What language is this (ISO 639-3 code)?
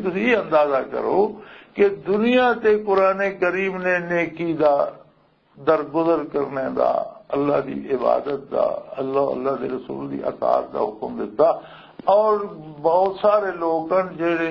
lah